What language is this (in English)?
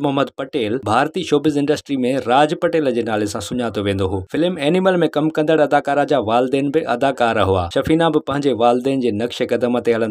Sindhi